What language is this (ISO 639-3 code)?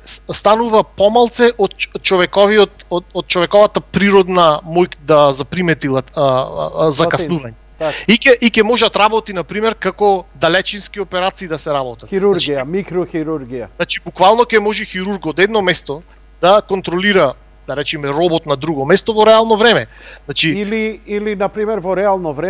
mkd